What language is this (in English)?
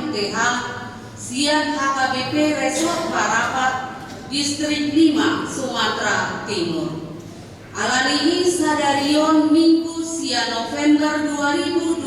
Batak Toba